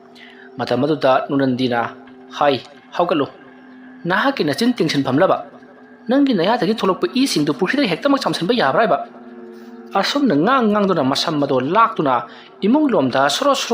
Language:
Manipuri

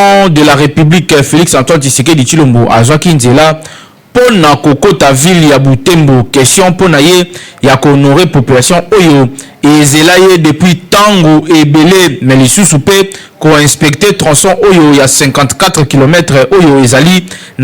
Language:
Lingala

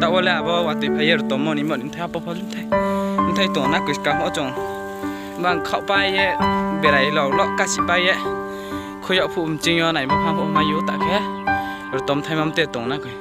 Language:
Riang (India)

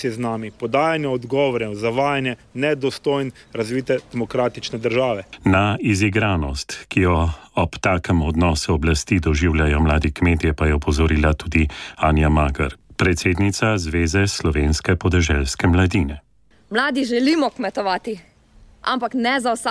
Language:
Slovenian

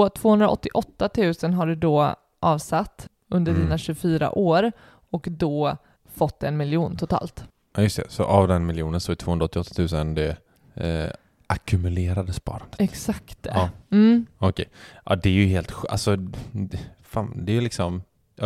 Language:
Swedish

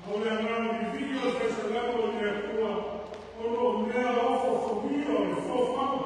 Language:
Samoan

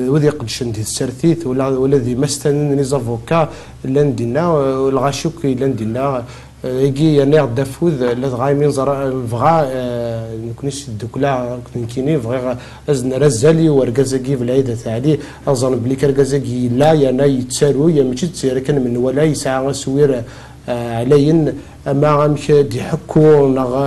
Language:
Kabyle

